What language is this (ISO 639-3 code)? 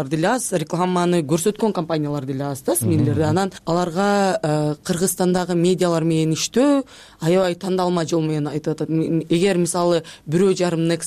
kir